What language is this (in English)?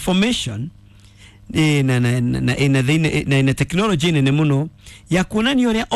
Kikuyu